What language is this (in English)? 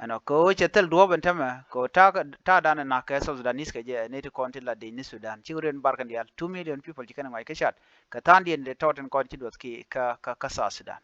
Nuer